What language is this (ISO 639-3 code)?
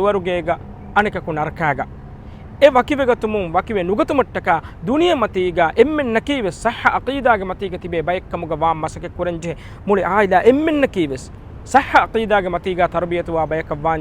div